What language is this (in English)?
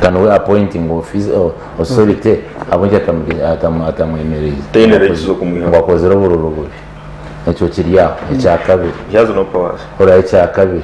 Nyankole